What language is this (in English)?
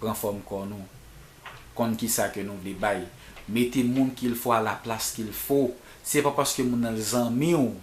Haitian Creole